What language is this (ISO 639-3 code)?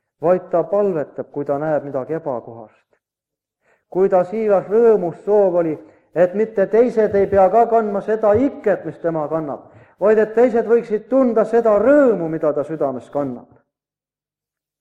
est